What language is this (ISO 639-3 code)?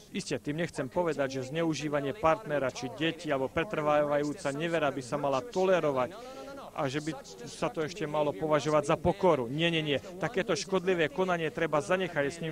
slk